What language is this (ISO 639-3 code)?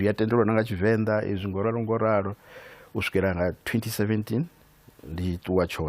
ven